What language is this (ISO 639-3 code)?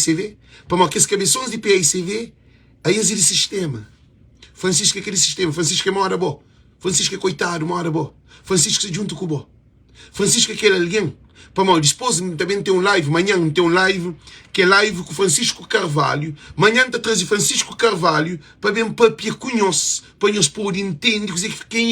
kea